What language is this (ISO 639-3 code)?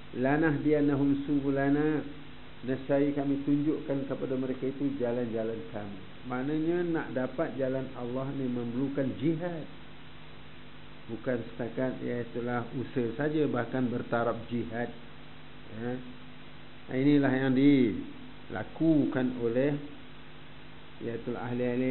msa